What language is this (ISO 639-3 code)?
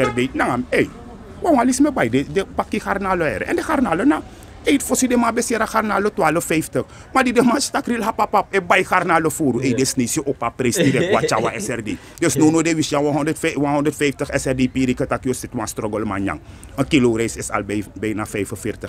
srn